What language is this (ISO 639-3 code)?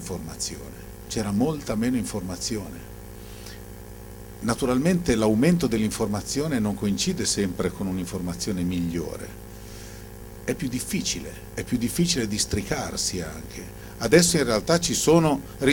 ita